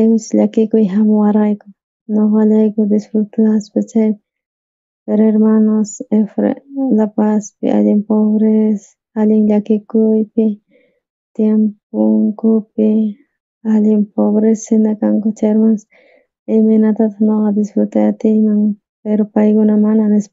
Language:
South Bolivian Quechua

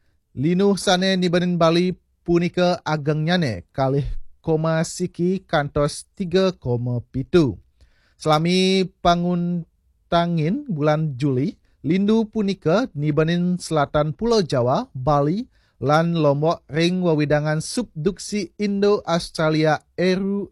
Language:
Balinese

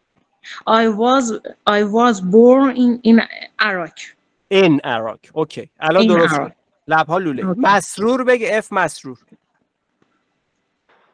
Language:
Persian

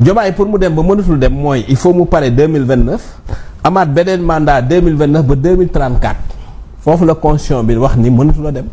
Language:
Wolof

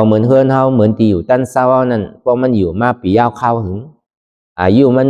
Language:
Shan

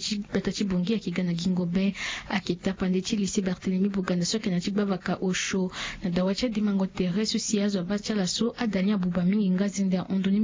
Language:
Sango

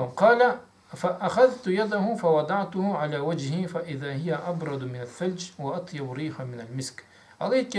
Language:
Karachay-Balkar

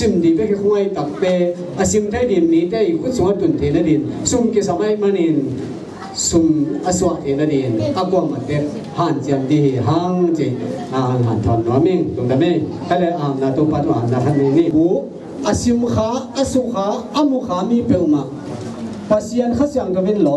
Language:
Tedim Chin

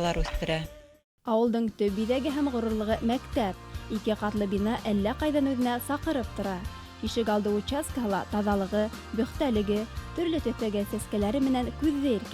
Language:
Bashkir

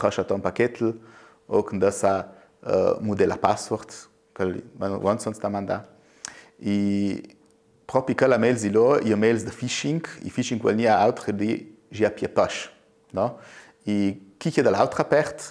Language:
Ladin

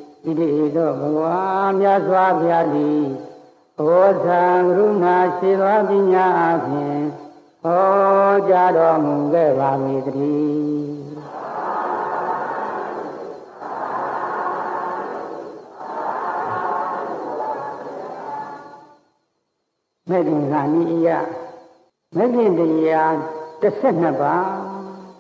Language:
Burmese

